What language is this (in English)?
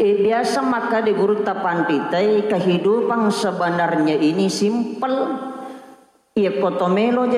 Buginese